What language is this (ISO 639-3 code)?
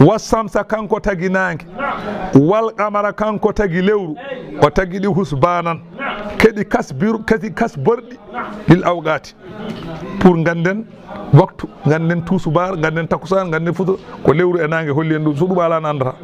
ful